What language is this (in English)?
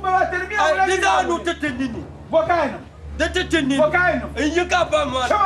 Dagbani